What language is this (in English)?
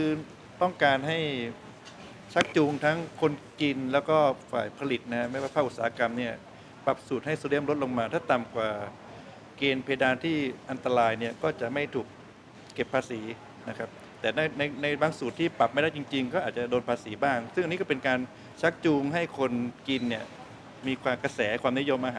Thai